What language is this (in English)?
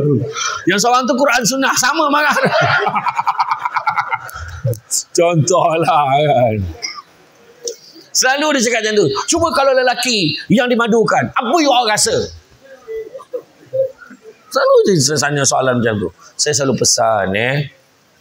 Malay